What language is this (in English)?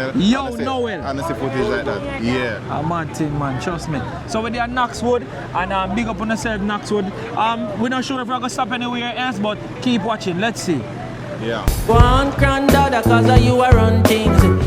Jamaican Creole English